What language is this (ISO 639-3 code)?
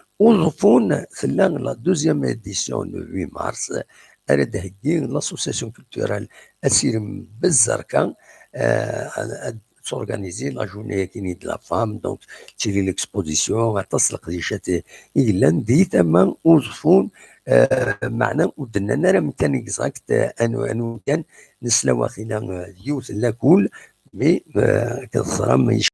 kab